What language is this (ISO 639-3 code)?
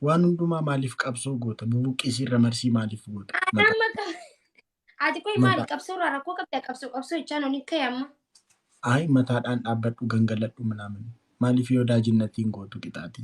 orm